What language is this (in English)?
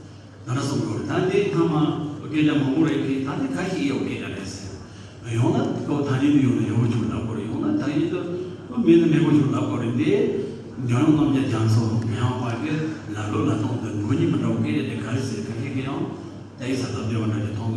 Tibetan